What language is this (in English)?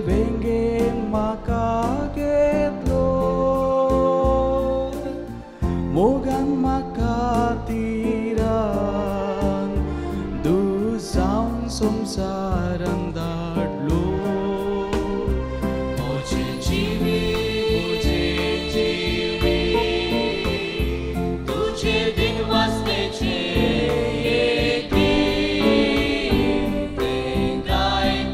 Konkani